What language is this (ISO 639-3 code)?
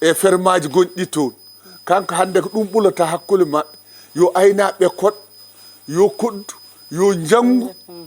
ful